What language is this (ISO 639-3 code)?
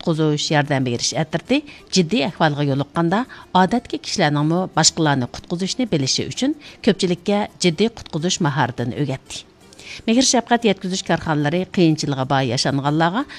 uig